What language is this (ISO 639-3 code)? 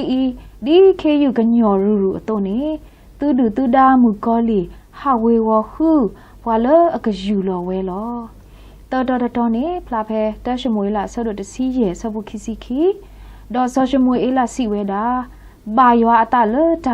ksw